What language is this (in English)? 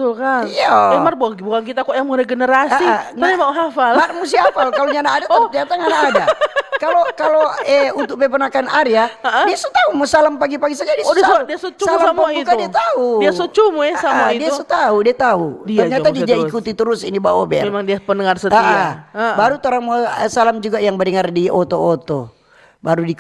Manado Malay